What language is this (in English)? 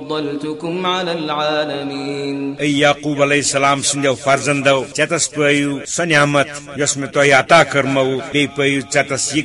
Kashmiri